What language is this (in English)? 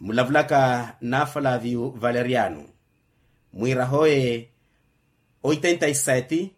Makhuwa